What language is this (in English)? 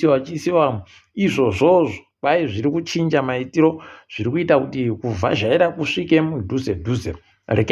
Ndau